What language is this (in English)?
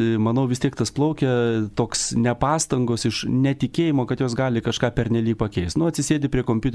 Lithuanian